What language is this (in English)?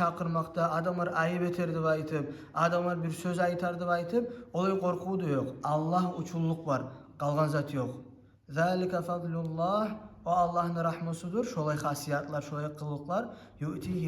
Kumyk